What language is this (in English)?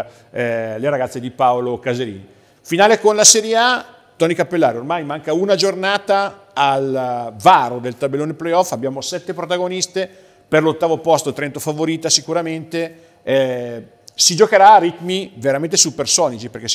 Italian